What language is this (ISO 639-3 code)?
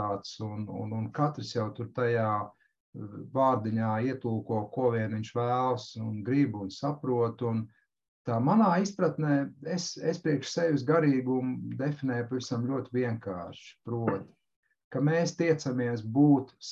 lav